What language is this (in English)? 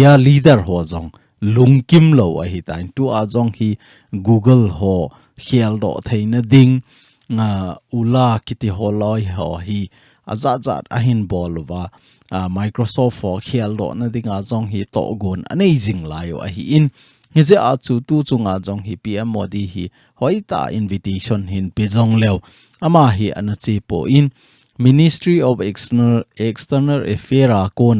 Thado Chin